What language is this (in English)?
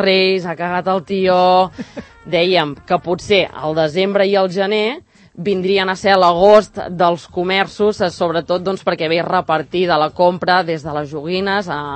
Catalan